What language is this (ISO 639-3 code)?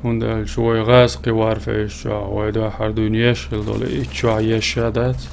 che